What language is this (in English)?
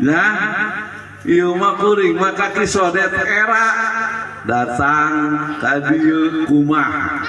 Sundanese